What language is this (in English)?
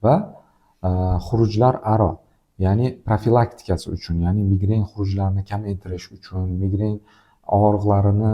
Uzbek